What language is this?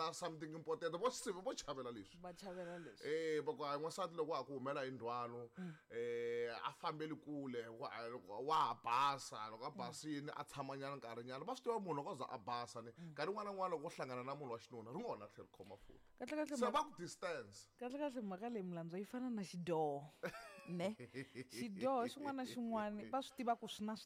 Tsonga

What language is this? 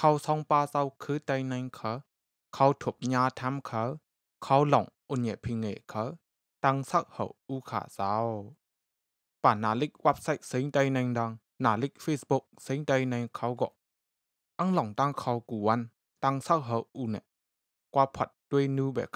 Shan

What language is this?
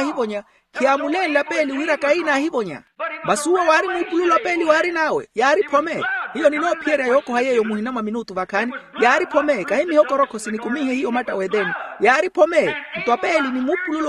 Makhuwa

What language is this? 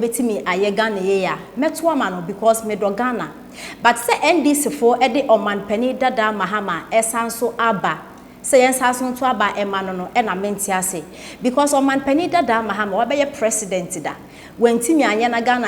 Akan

